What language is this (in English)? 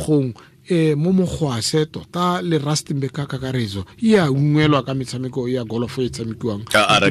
Tswana